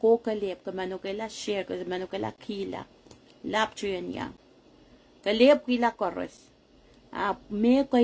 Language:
Pohnpeian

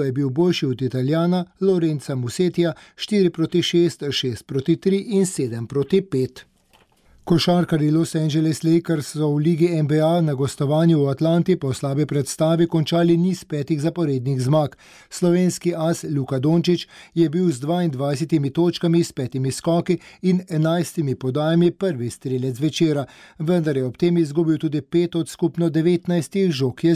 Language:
Slovenian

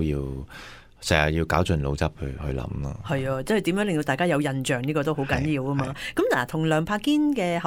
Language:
Cantonese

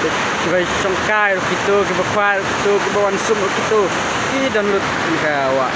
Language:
Khasi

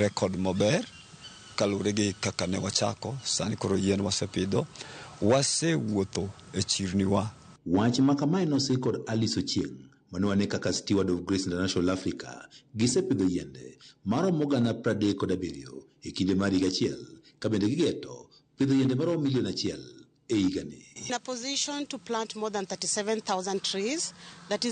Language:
Luo (Kenya and Tanzania)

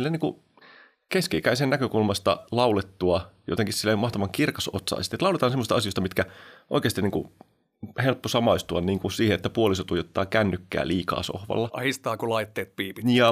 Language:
Finnish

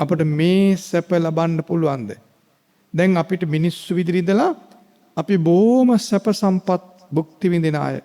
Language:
Sinhala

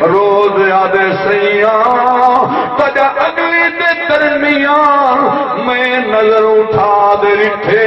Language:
Saraiki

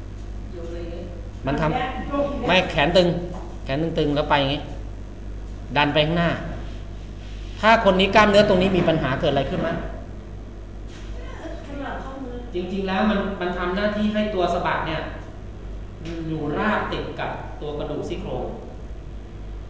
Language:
Thai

